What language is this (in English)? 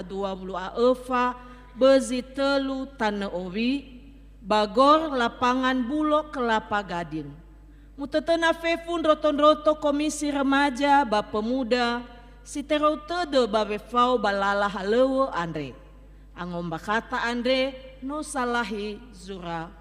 Nias